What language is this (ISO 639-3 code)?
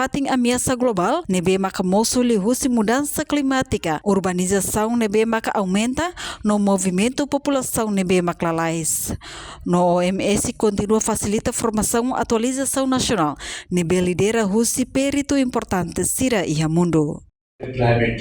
tet